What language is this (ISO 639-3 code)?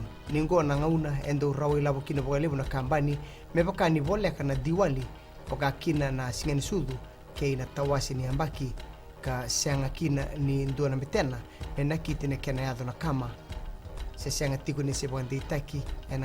fij